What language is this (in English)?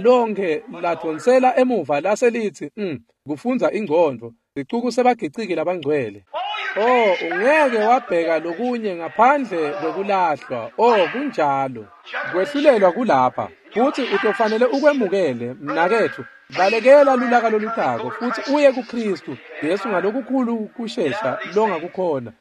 Swati